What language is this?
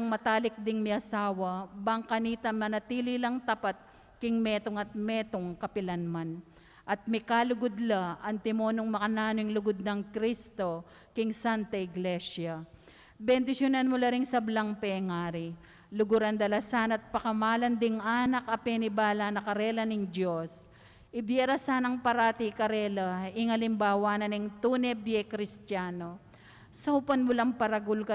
Pampanga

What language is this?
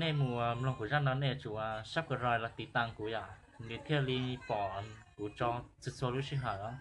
Hmong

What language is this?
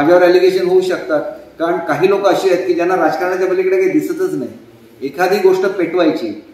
Marathi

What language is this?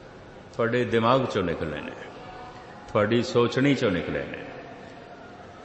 Punjabi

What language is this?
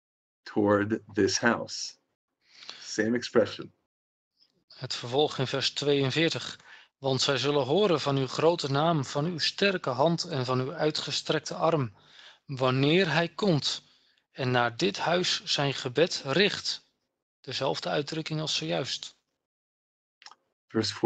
Dutch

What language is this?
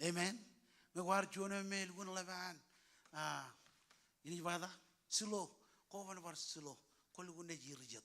Marshallese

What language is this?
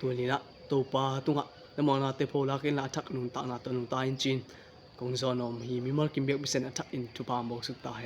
Tedim Chin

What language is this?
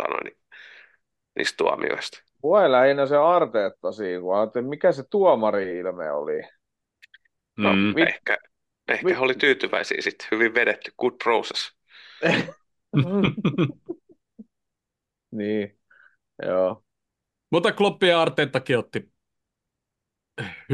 Finnish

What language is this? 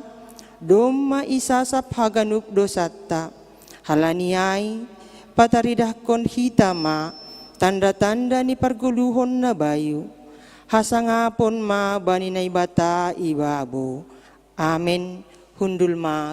Batak Simalungun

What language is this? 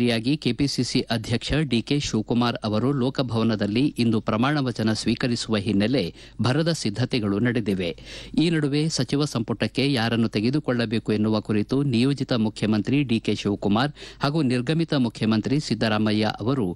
Kannada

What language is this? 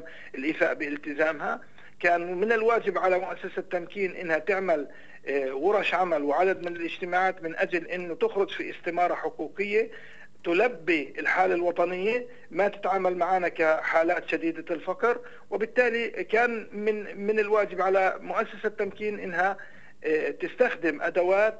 South Levantine Arabic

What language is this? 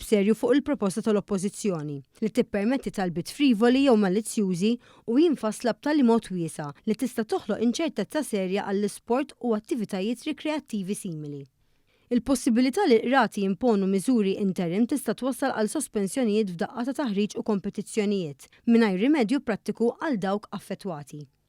Maltese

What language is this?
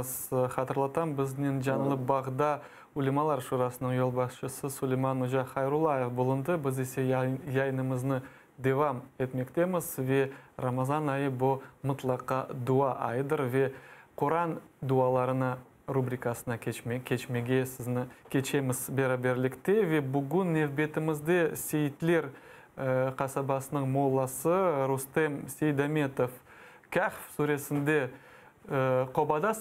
Crimean Tatar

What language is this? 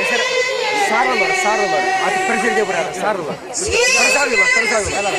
Chuvash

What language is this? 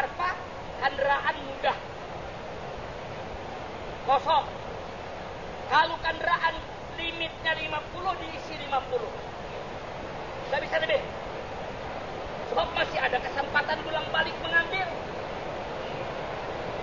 Indonesian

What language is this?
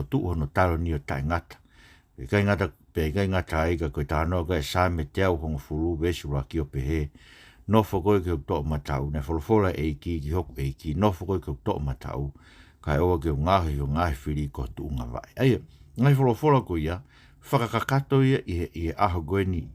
Tongan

